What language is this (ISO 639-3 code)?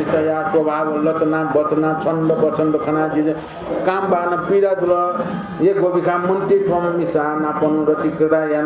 new